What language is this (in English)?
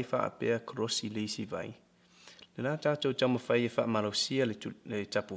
Samoan